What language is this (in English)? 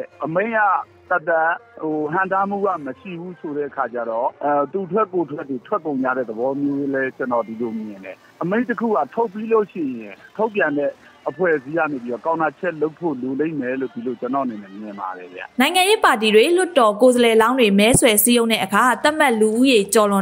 Burmese